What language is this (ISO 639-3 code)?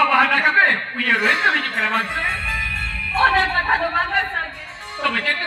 sat